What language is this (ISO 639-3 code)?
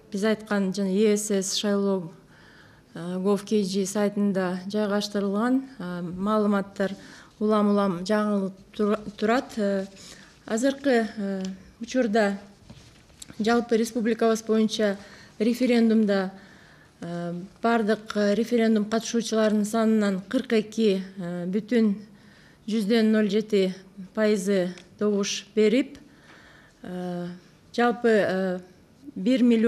kir